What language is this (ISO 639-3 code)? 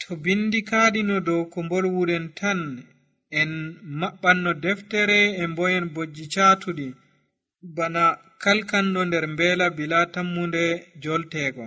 fuv